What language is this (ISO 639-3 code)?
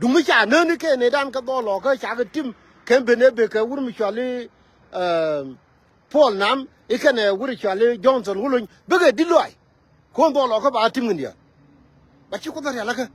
nus